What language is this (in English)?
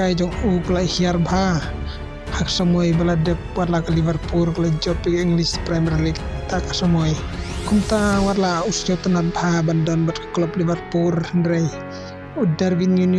Khasi